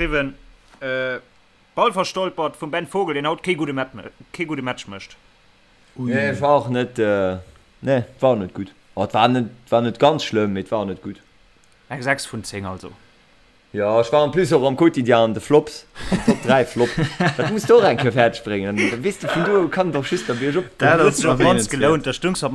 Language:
Luxembourgish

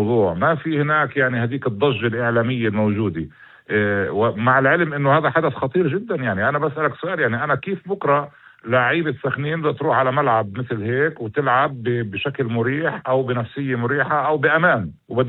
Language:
North Levantine Arabic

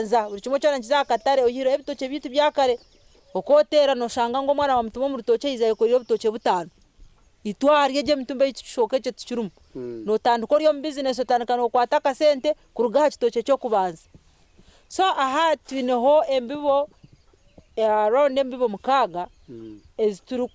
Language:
Nyankole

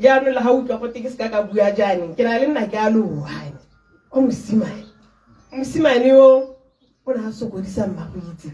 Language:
Tswana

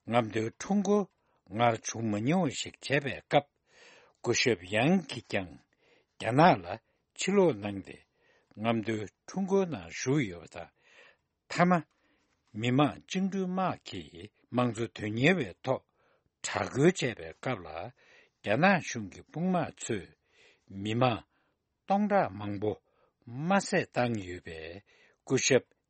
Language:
Tibetan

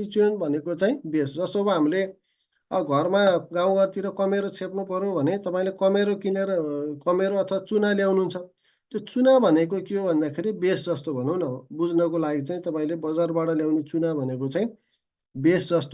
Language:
Nepali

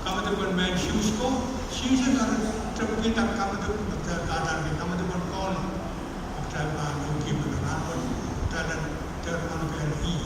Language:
Pohnpeian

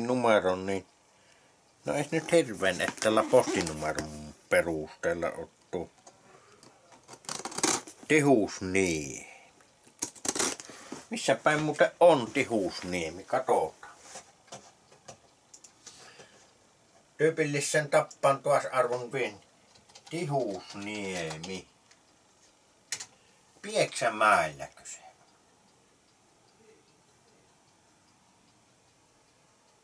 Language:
Finnish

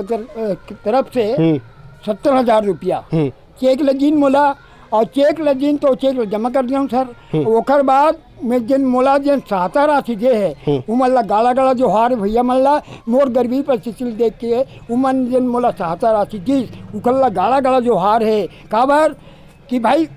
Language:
Chhattisgarhi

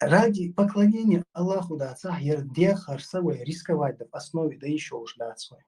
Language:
Chechen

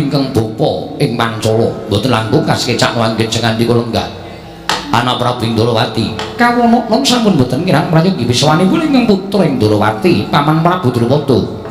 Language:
Javanese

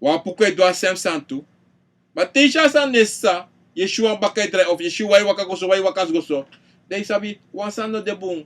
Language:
Sranan Tongo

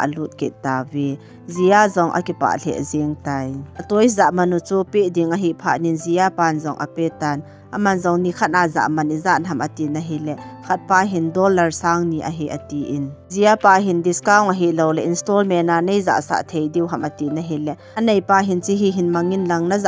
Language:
Thado Chin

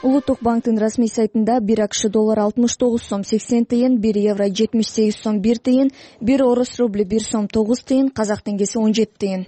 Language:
Kyrgyz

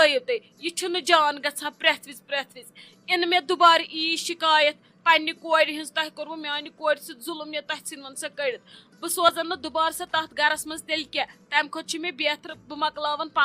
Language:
Kashmiri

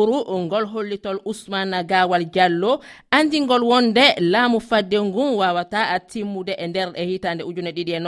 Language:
Nigerian Fulfulde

